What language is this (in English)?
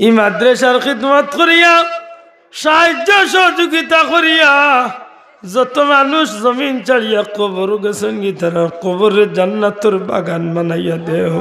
Sylheti